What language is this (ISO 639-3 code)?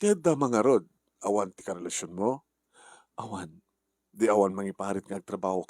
ilo